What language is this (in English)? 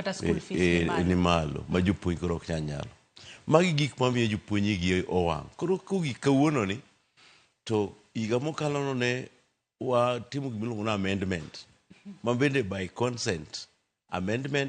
Luo (Kenya and Tanzania)